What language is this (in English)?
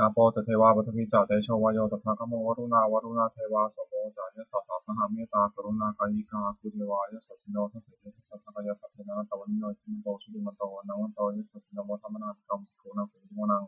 Pali